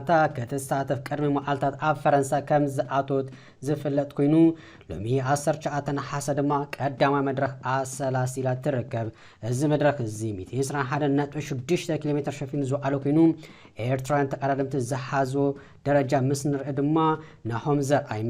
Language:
Tigrinya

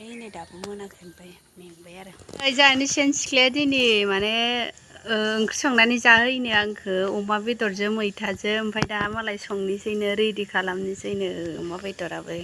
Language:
Bodo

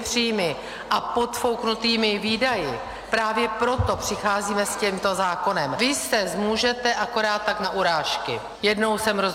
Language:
Czech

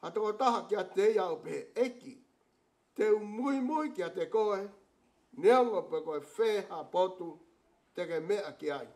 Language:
Tongan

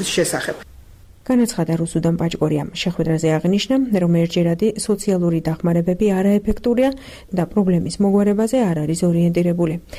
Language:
Georgian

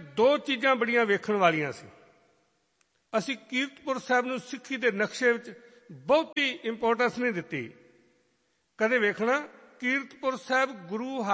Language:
Punjabi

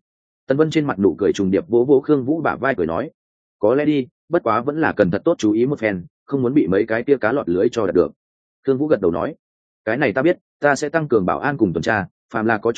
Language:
Vietnamese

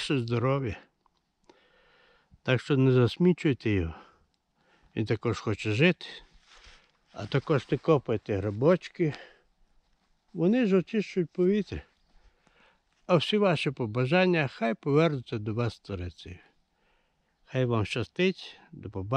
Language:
Ukrainian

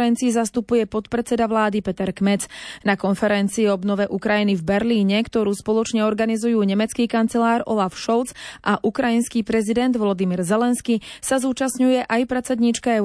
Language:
Slovak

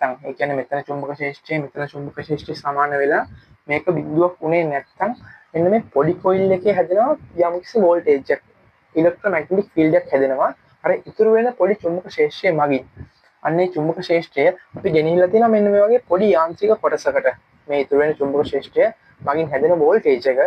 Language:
Sinhala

